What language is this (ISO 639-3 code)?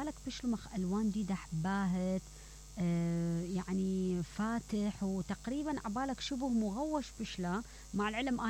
acm